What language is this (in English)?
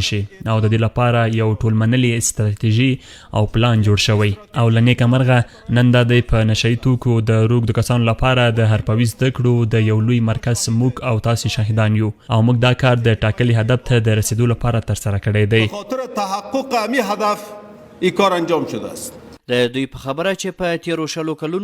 Pashto